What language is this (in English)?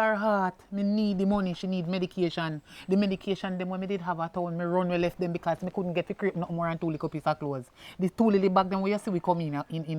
Jamaican Creole English